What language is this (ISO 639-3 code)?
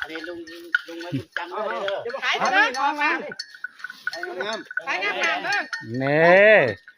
lao